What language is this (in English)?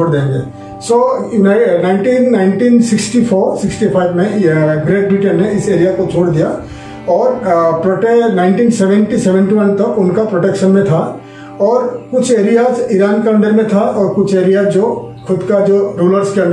Hindi